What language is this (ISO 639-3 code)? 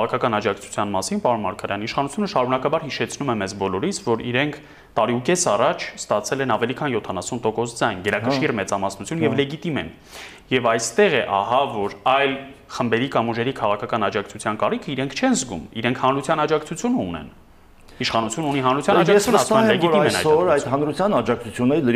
hye